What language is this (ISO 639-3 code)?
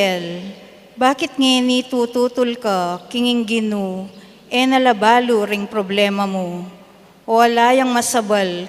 pam